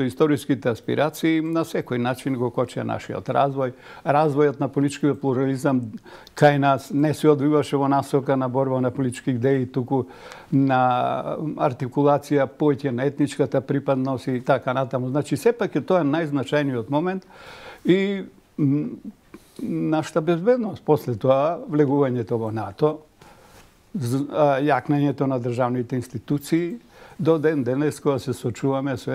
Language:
Macedonian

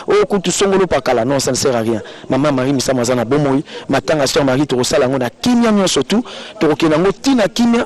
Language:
Lingala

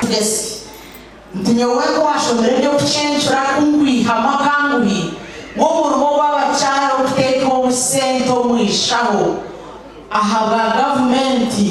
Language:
Nyankole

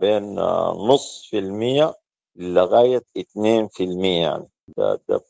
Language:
Sudanese Arabic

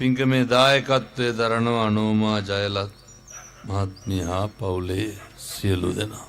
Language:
Sinhala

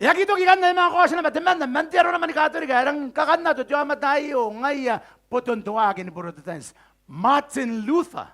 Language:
Gilbertese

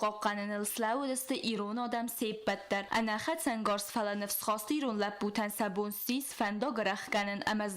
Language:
Ossetic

